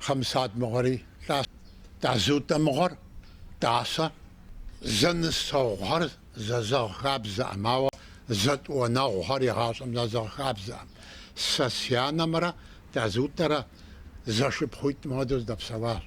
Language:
Kabardian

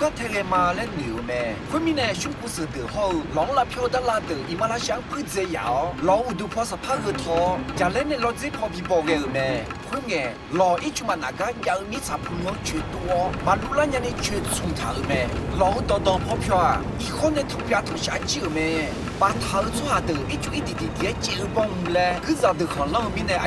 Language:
Akha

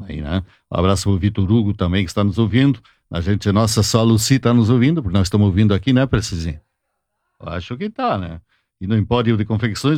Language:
Portuguese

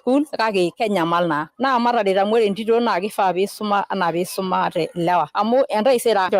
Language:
Masai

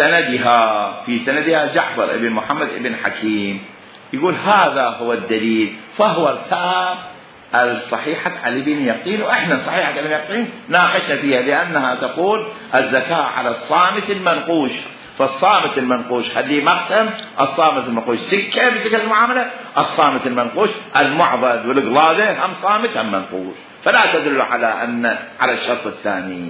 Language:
Mesopotamian Arabic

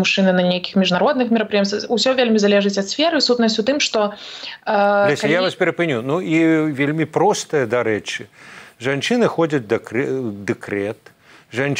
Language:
Belarusian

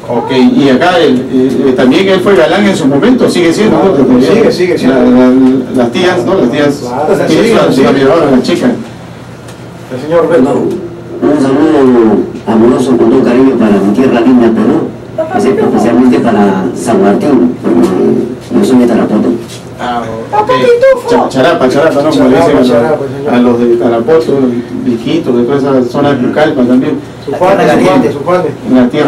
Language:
Spanish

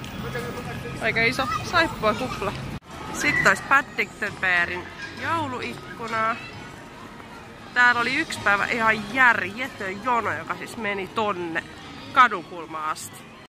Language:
Finnish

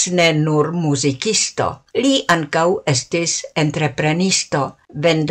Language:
Esperanto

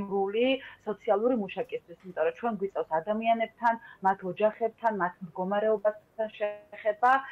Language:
Georgian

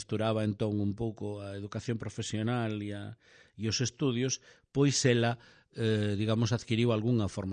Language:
Galician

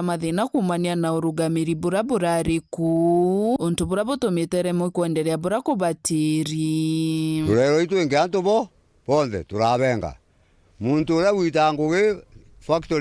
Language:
Meru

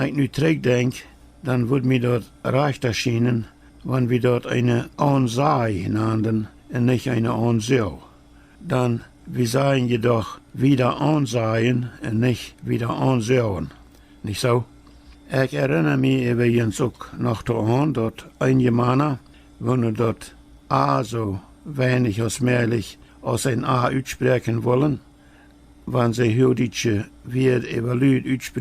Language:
Plautdietsch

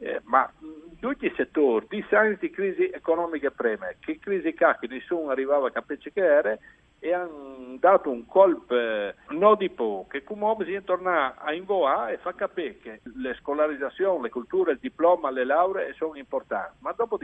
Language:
Friulian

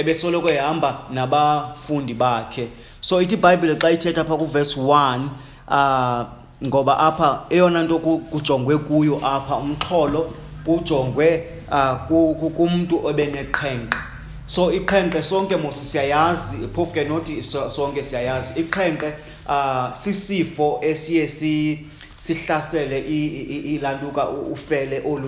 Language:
Xhosa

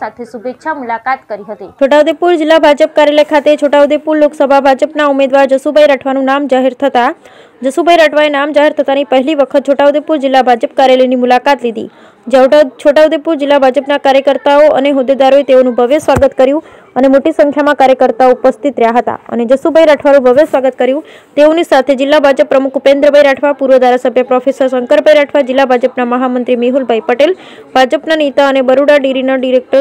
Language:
Gujarati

